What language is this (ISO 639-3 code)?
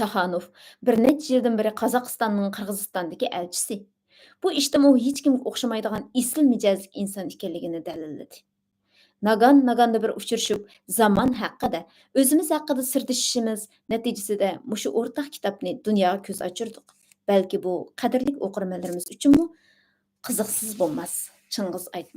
uig